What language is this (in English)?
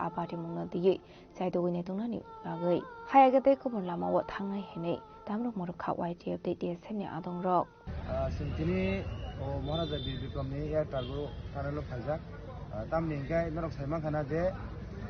Kok Borok